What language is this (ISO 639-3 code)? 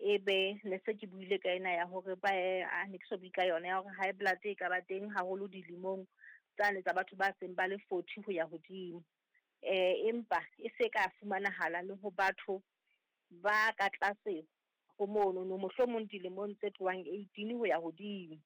sot